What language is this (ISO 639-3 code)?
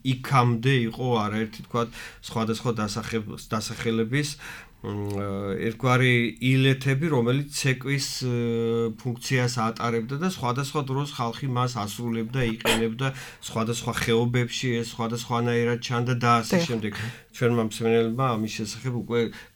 kat